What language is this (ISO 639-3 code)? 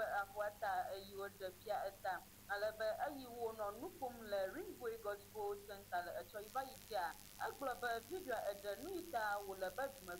ewe